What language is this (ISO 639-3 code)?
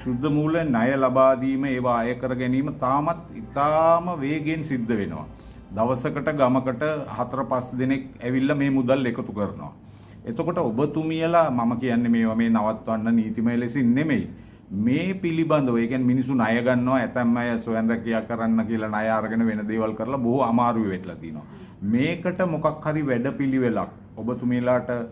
sin